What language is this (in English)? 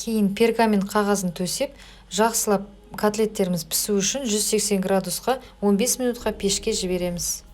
Kazakh